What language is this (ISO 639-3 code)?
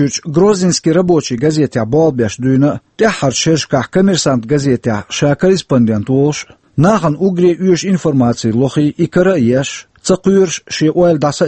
che